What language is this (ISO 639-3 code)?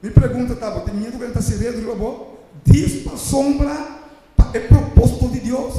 pap